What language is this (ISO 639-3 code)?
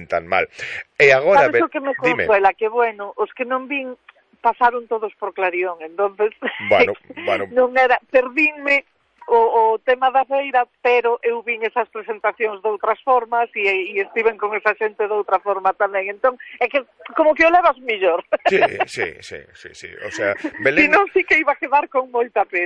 glg